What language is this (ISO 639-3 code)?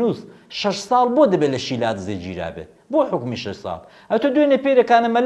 ckb